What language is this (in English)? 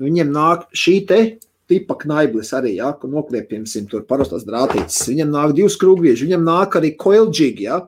Latvian